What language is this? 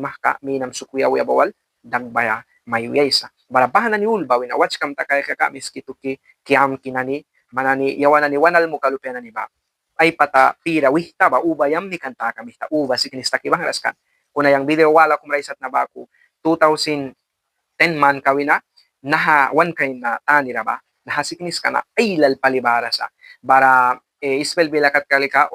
Mískito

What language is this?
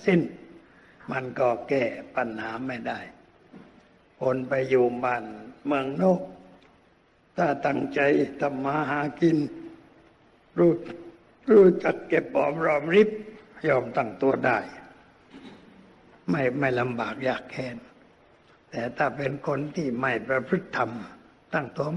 Thai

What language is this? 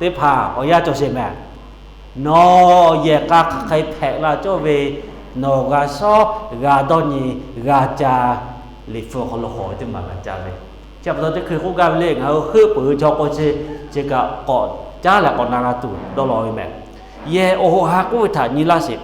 Lahu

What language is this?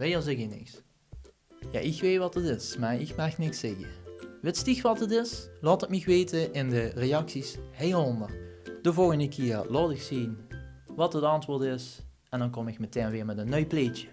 Limburgish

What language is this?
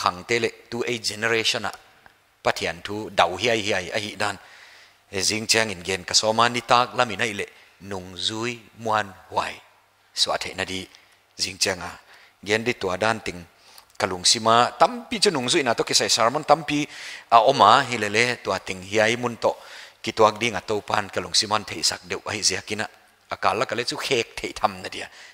Paite Chin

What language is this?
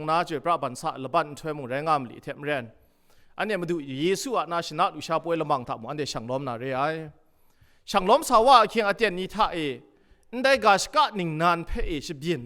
Kachin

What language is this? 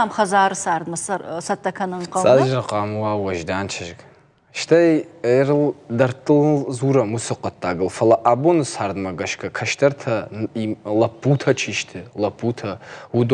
Ossetic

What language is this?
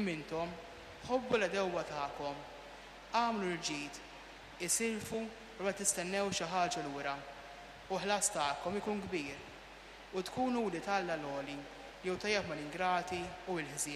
Maltese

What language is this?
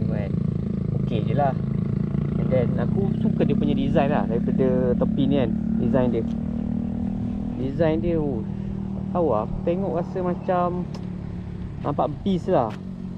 Malay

